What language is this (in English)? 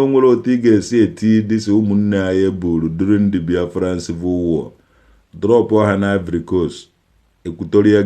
Igbo